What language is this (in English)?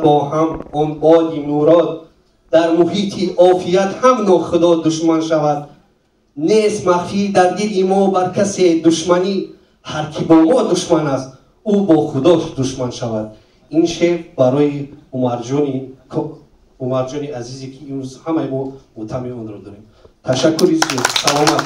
Tajik